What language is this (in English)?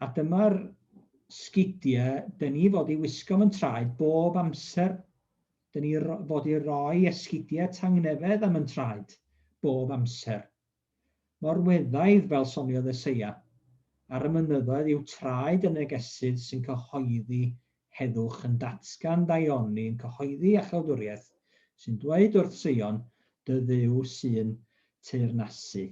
Welsh